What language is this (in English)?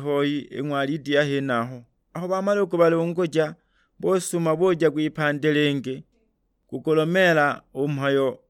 Sukuma